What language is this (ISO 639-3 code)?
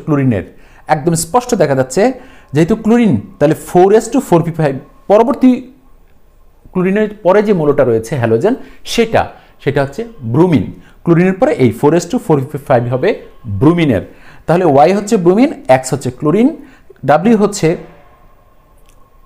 ben